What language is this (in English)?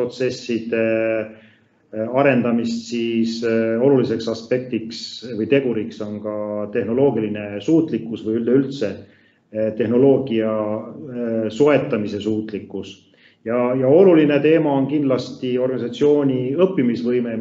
Estonian